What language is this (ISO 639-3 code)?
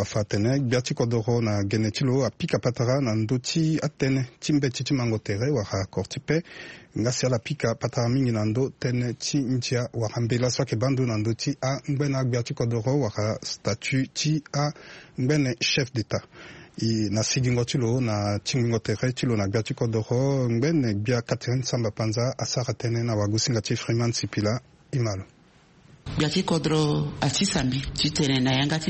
sag